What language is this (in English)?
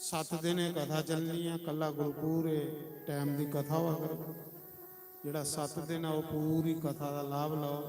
Dogri